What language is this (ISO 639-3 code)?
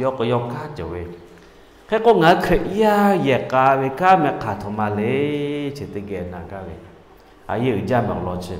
lhu